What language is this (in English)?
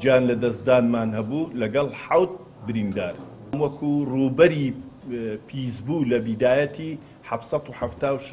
Central Kurdish